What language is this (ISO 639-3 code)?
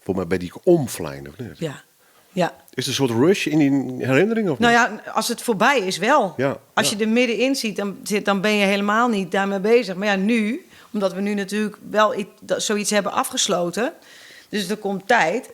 fry